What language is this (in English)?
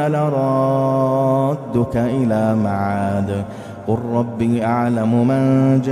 Arabic